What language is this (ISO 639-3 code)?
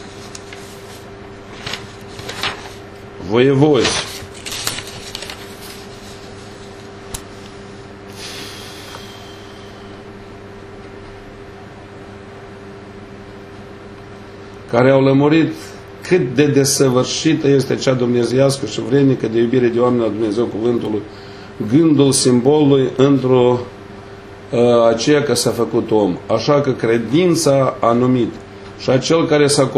ron